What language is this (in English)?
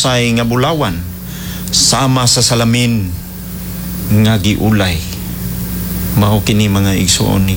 Cebuano